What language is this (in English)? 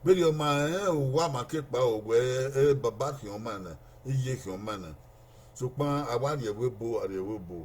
Bini